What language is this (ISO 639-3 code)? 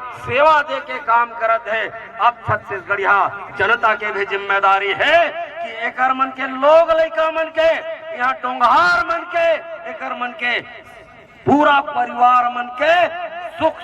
hne